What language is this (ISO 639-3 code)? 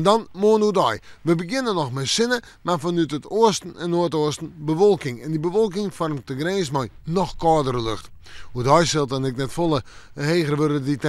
fry